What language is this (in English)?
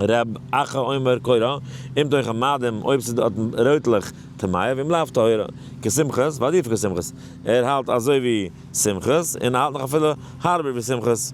Yiddish